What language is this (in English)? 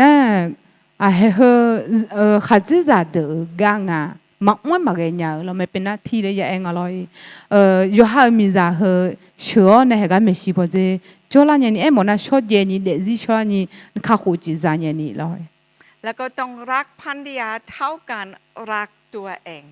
Akha